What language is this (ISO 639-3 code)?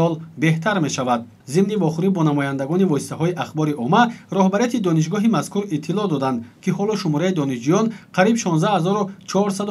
tgk